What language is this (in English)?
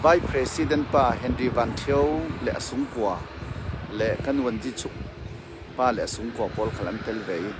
Falam Chin